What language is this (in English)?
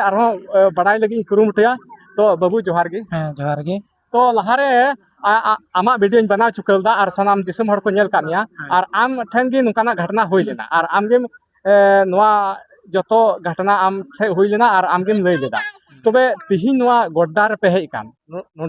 Santali